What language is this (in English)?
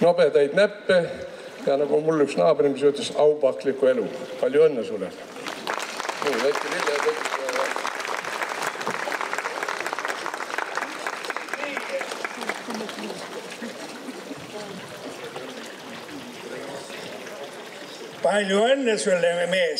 Estonian